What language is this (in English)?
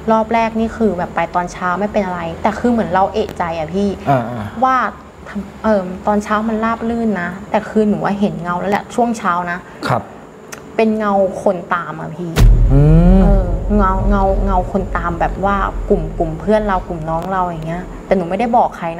Thai